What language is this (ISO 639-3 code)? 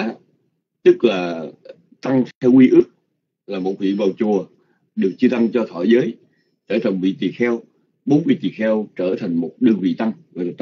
vie